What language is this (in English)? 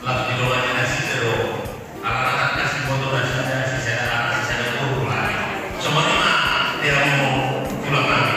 Batak Toba